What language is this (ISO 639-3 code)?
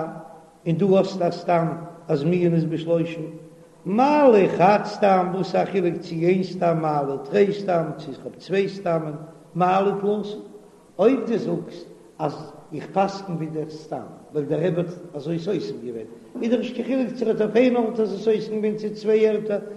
yid